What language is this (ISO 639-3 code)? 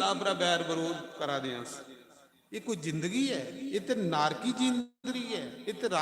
doi